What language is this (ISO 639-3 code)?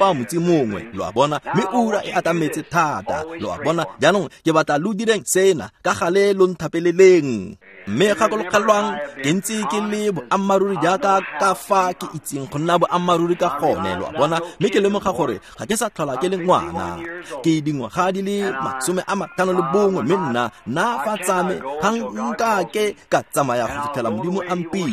tsn